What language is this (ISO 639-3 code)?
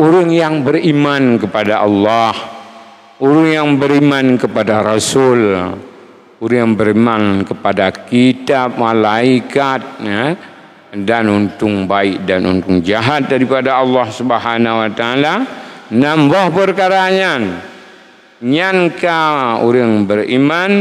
ace